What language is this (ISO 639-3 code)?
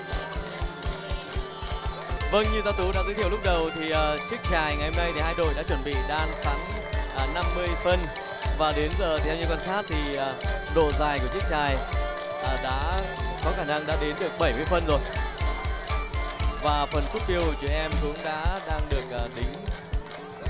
vie